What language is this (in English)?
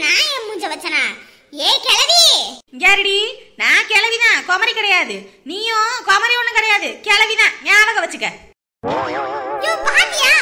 Tamil